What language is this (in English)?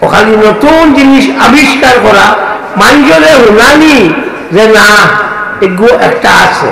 Sylheti